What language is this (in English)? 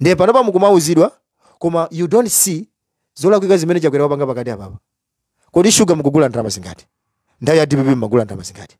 Nyanja